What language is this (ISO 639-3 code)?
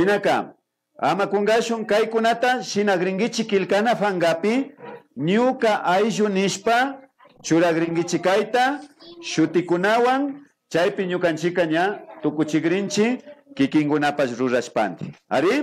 qvi